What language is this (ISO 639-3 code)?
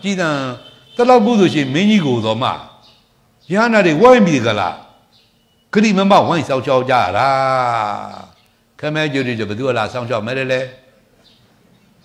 mya